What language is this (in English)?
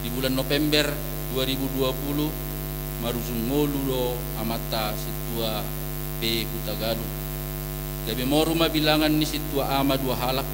Batak Toba